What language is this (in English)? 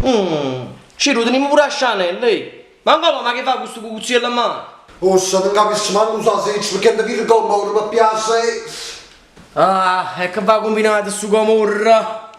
Neapolitan